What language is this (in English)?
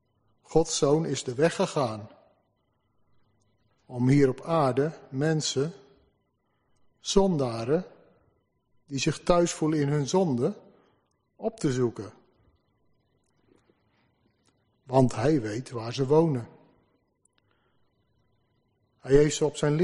Dutch